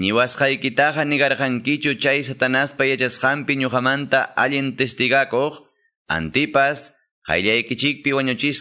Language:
Ayacucho Quechua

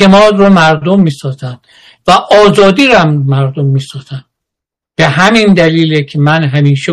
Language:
Persian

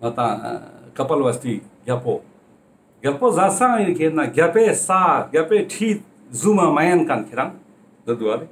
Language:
Ladakhi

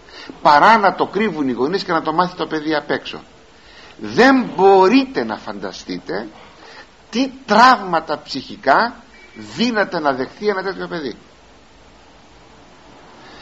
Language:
Greek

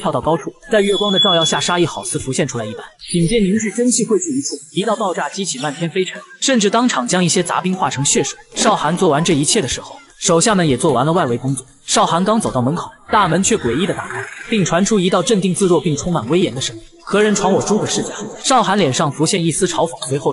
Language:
Chinese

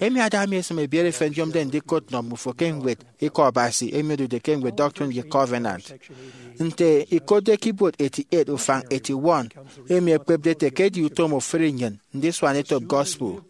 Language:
Efik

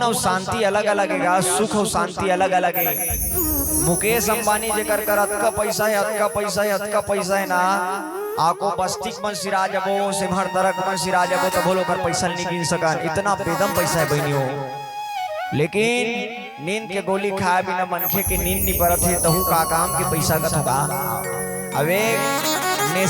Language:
Chhattisgarhi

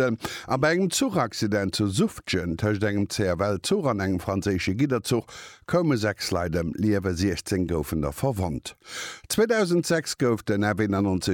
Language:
Luxembourgish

